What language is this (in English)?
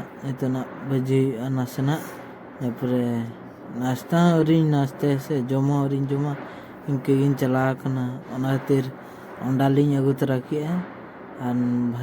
Santali